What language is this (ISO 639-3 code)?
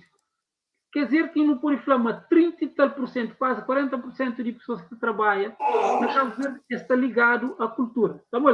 kea